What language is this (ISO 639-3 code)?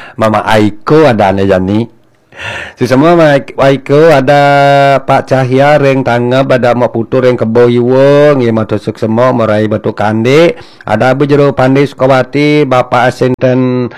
ban